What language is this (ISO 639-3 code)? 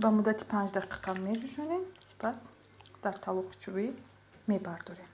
tgk